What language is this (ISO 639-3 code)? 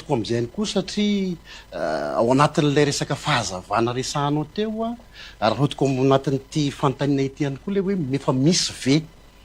mlg